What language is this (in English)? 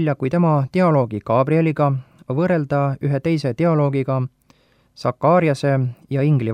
Estonian